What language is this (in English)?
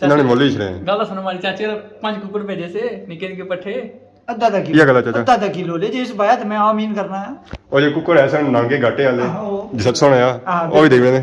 Pahari-Potwari